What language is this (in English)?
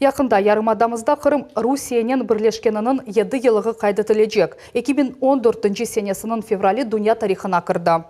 Crimean Tatar